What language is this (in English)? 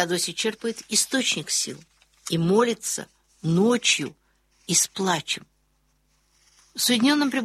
Russian